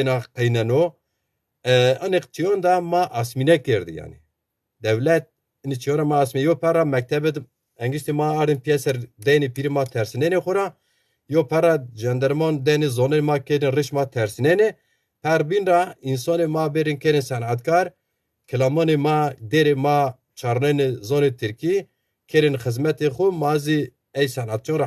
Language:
Zaza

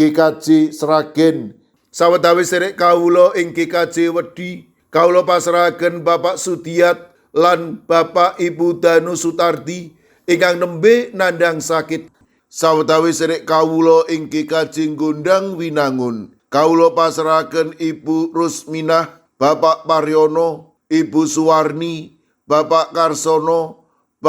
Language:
Javanese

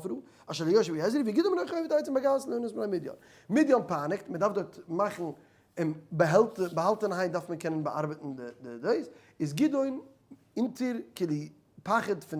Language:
Yiddish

